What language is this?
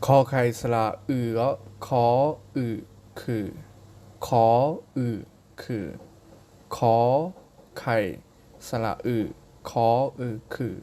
Shan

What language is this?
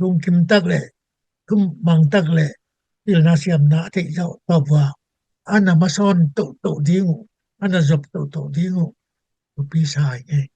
Tedim Chin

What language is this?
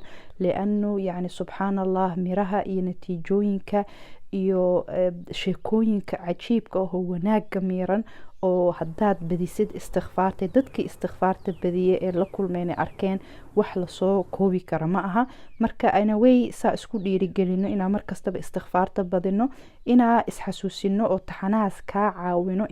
Somali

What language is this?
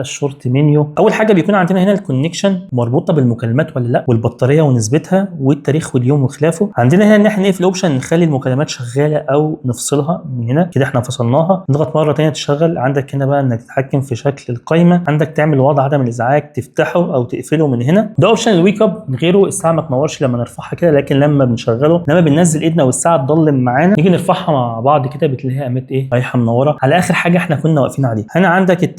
Egyptian Arabic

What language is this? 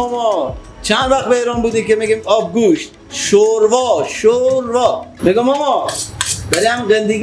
Persian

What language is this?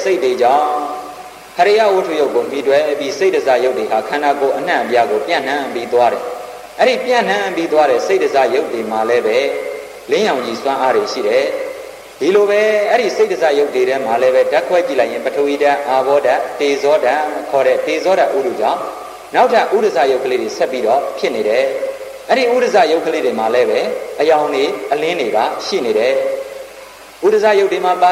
Burmese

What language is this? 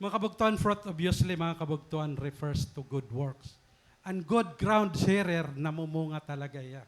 Waray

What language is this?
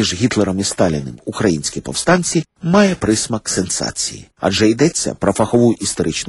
Ukrainian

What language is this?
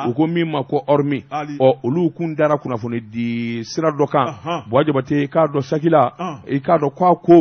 Bambara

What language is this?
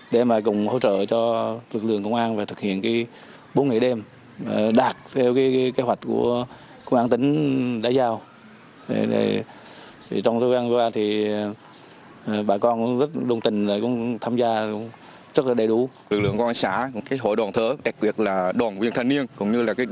Vietnamese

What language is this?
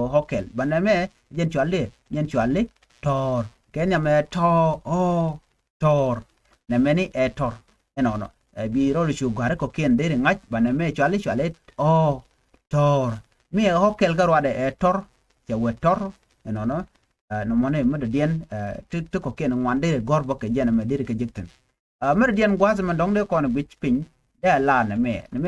Nuer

